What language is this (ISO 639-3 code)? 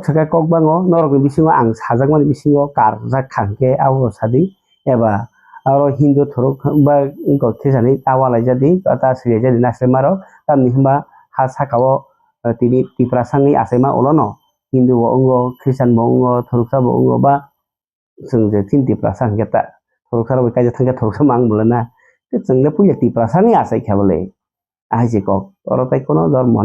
trp